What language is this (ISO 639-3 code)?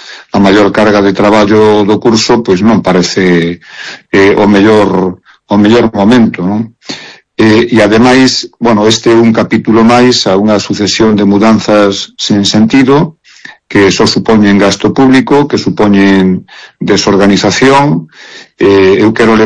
glg